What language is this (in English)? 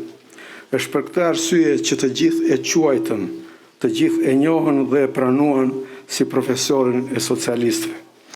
Albanian